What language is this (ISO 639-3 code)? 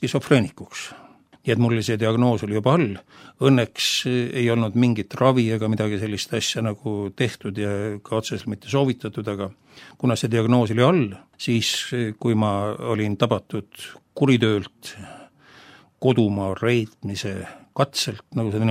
est